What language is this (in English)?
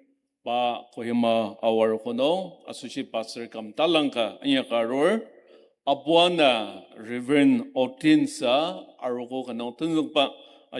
Ao Naga